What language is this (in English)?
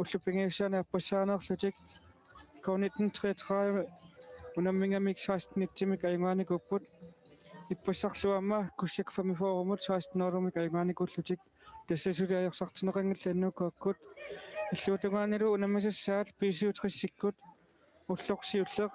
Kalaallisut